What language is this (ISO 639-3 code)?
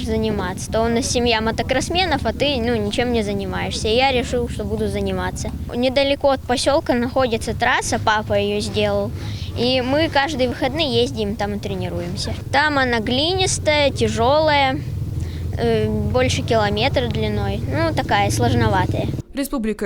oss